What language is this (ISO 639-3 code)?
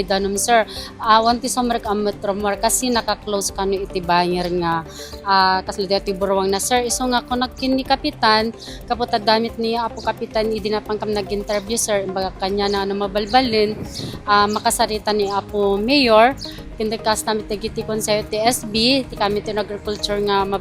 ilo